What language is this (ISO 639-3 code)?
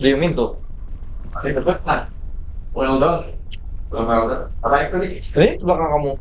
bjn